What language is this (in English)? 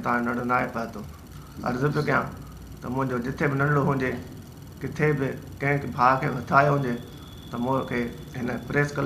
Sindhi